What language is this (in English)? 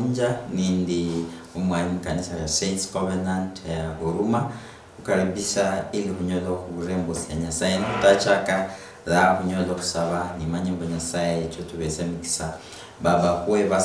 Luyia